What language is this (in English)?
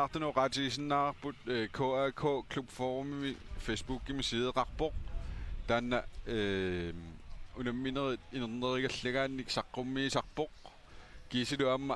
Kalaallisut